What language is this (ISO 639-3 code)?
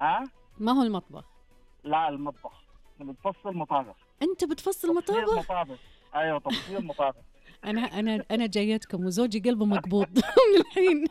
ars